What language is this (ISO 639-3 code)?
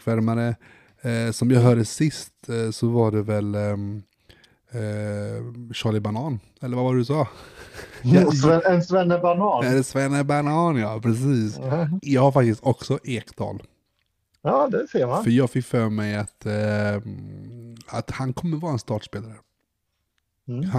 swe